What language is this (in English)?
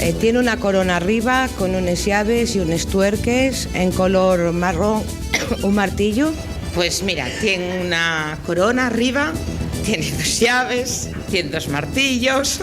Asturian